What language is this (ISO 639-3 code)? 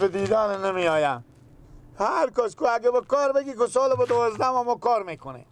fas